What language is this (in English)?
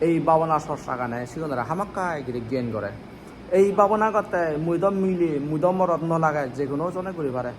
Chakma